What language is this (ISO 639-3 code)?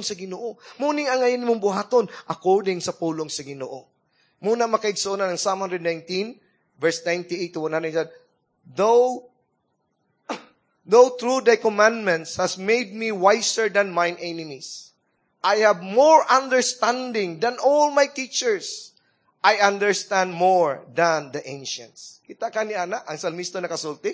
ceb